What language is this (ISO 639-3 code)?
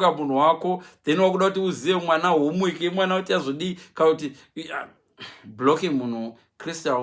sna